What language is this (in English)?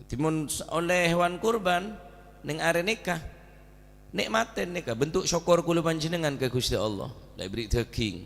Madurese